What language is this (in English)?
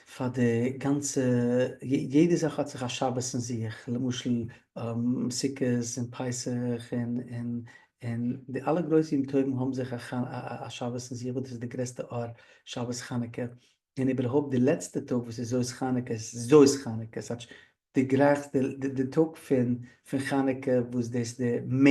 Yiddish